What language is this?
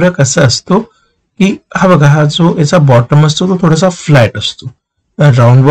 Marathi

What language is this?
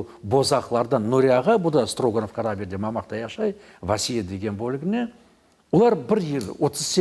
Crimean Tatar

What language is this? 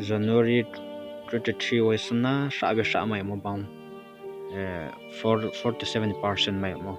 Riang (India)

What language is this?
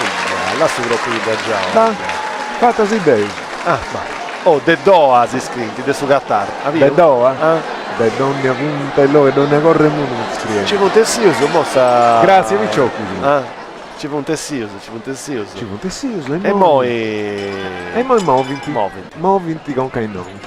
Sardinian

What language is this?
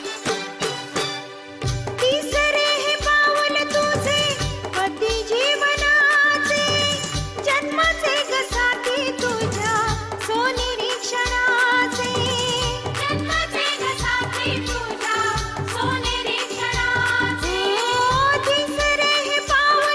Marathi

